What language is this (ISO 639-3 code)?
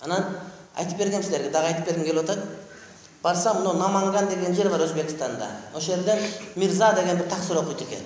kir